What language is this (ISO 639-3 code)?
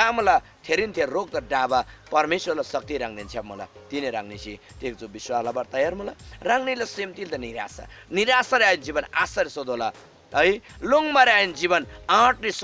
taj